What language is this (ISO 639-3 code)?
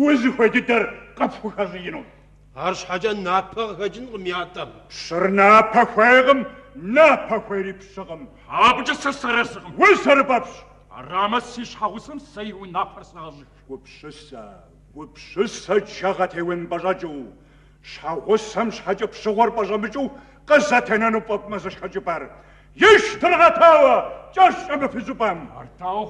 kbd